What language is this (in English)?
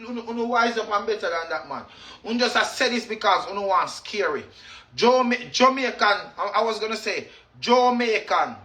Jamaican Creole English